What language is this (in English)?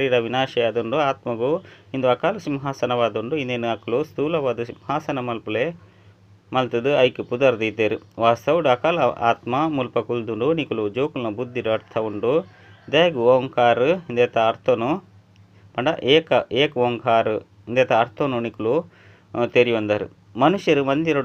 Tulu